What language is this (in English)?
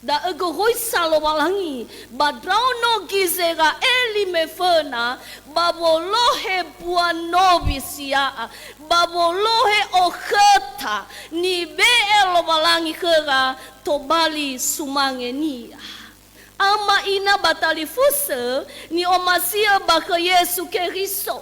Nias